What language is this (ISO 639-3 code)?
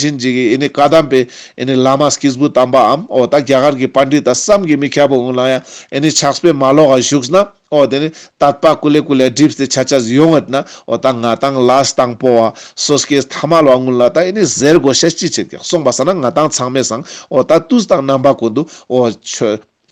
lbj